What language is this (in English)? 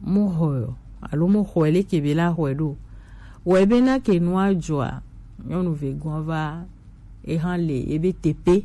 Gen